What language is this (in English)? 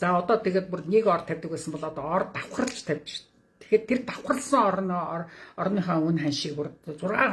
Mongolian